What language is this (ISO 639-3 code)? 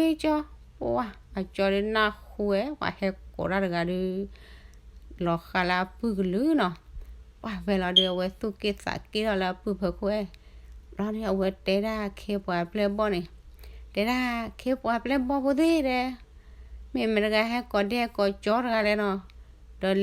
ksw